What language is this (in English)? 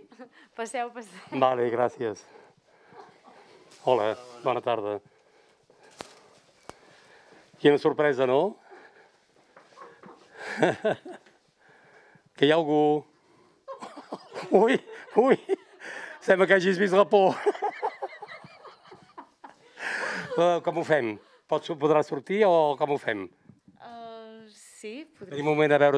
Catalan